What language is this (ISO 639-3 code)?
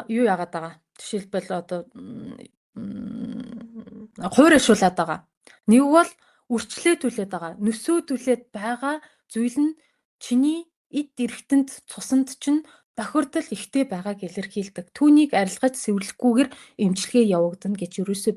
mon